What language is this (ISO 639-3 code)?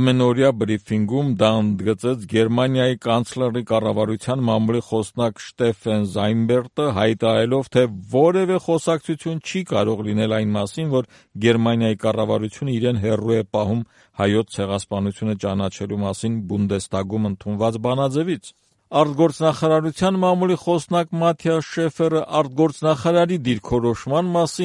hye